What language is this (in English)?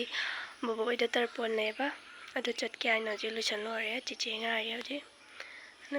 Manipuri